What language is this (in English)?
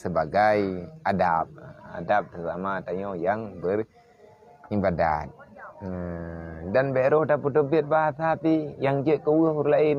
Achinese